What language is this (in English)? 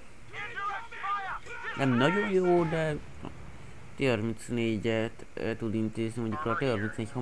Hungarian